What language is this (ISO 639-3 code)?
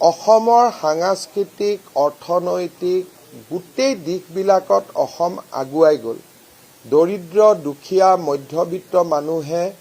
asm